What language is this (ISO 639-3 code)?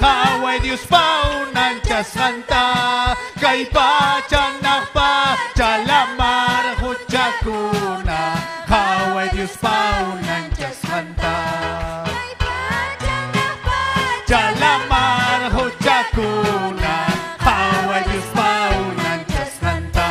quy